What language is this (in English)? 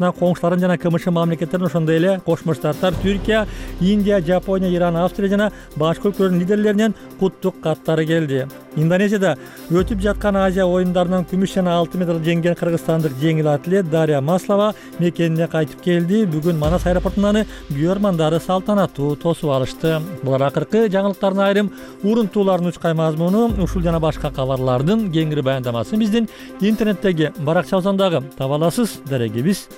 Kyrgyz